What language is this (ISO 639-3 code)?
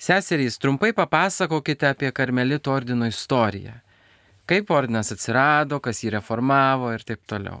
lit